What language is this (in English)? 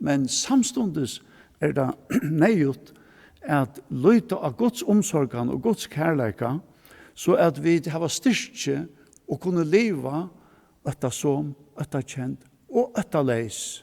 Faroese